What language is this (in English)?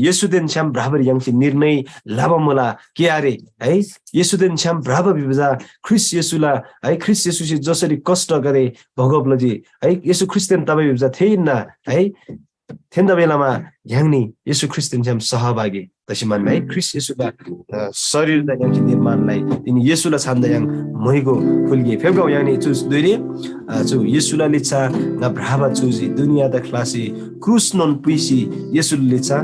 Eastern Tamang